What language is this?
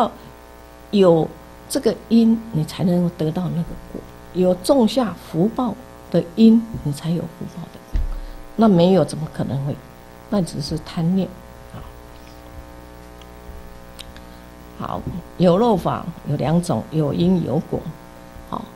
Chinese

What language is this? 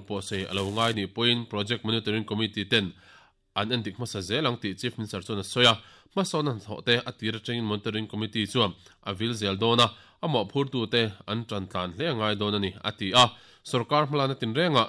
Mizo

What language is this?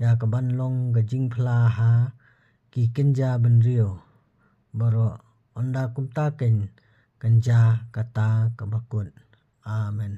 Khasi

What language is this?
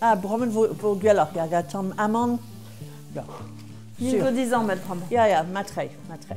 Breton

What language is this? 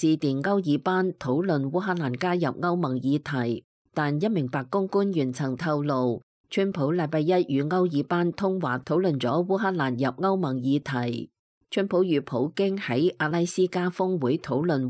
Cantonese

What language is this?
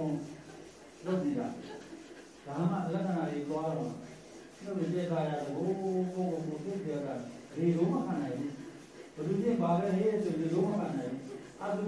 Burmese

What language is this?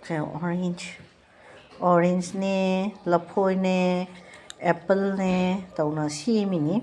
Manipuri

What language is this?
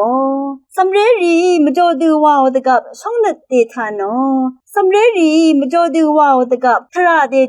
Rawang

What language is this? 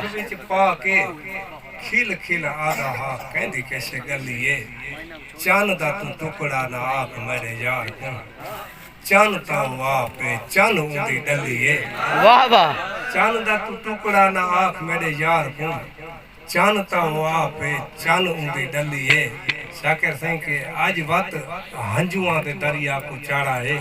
Saraiki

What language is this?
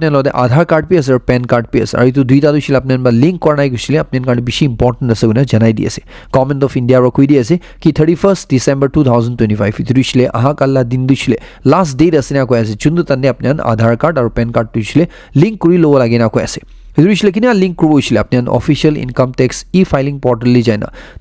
Naga Pidgin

